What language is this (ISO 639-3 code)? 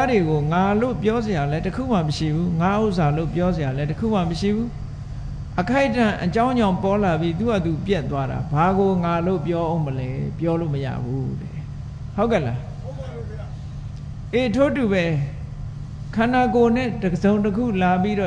mya